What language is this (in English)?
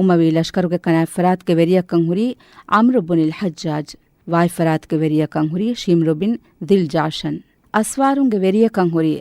Divehi